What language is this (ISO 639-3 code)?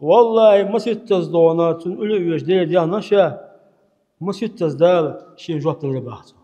che